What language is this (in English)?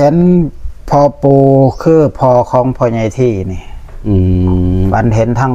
Northeastern Thai